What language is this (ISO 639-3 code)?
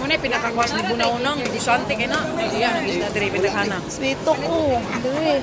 ceb